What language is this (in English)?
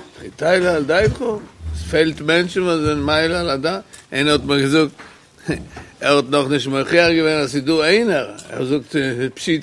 Yiddish